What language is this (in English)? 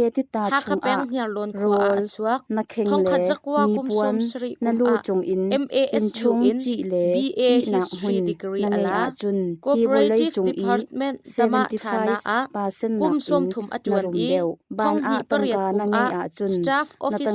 Hakha Chin